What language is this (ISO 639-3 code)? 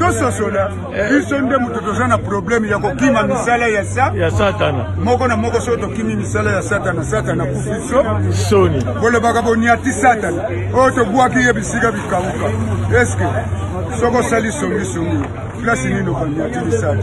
lin